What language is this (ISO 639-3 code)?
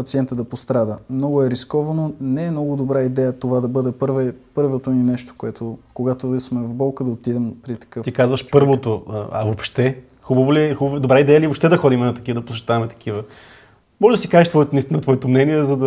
bul